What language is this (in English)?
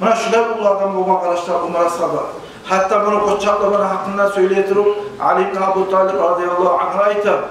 Kumyk